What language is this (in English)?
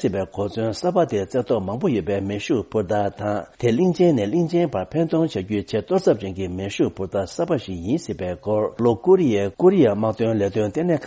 Tibetan